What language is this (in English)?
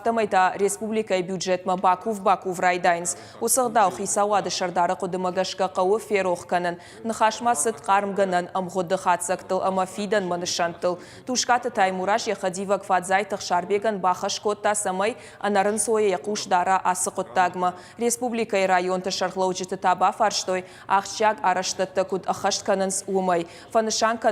Ossetic